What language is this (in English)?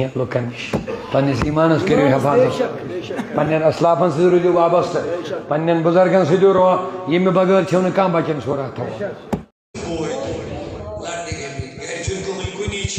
Kashmiri